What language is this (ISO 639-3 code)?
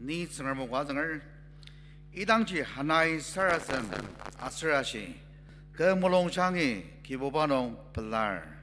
njo